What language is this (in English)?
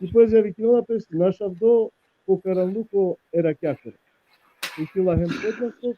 Balkan Romani